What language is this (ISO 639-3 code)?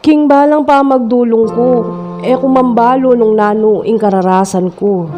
pam